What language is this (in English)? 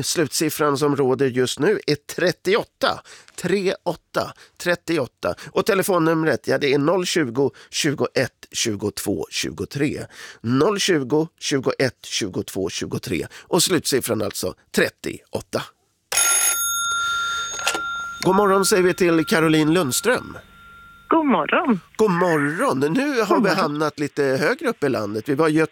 Swedish